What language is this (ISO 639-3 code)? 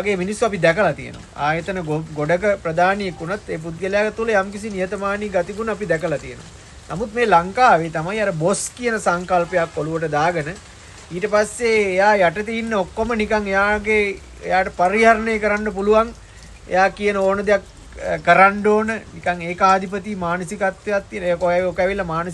sin